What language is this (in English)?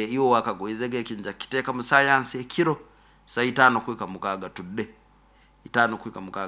Nyoro